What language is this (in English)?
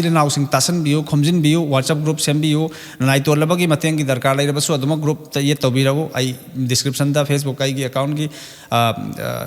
Manipuri